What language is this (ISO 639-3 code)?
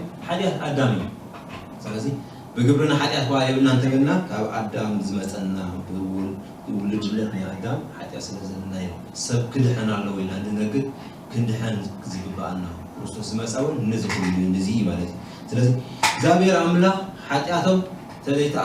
tir